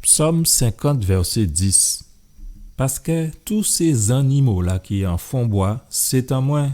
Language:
Guadeloupean Creole French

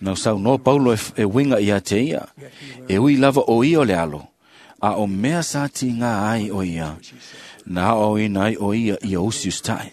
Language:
Samoan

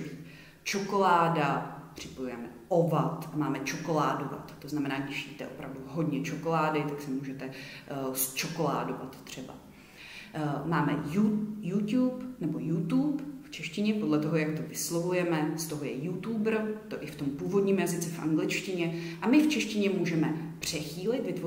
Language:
Czech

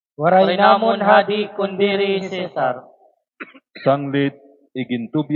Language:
Waray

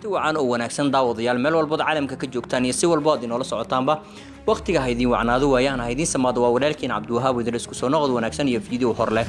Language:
Somali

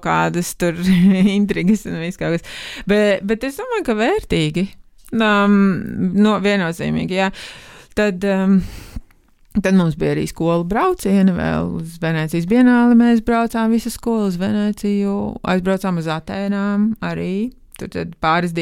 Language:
Latvian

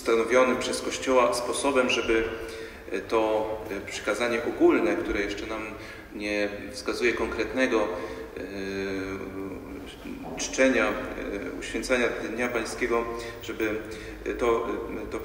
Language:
Polish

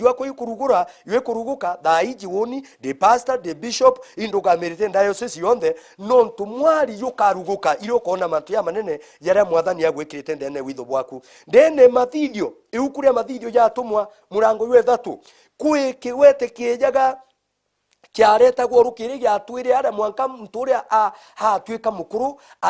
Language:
Meru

